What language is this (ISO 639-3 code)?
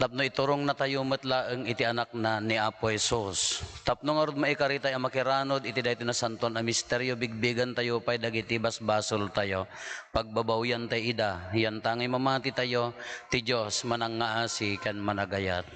ilo